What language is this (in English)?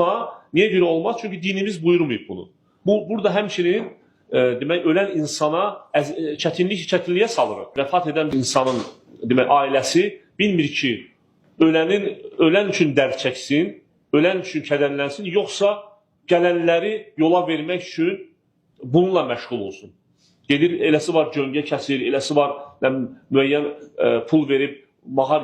Azerbaijani